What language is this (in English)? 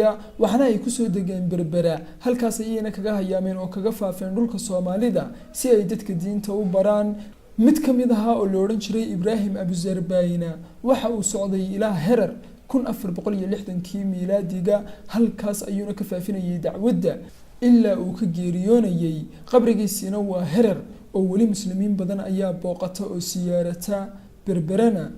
Somali